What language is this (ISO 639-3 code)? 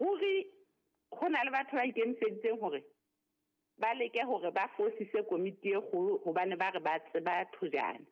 sot